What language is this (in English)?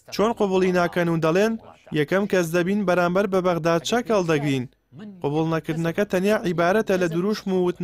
Central Kurdish